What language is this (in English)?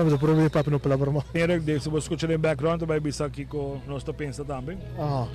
Papiamento